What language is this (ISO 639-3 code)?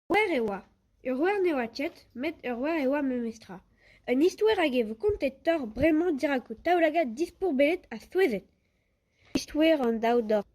bre